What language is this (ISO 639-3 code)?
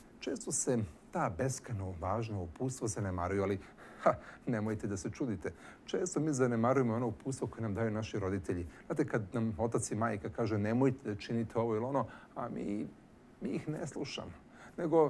srp